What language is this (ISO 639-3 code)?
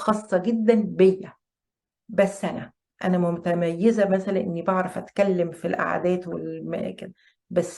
arz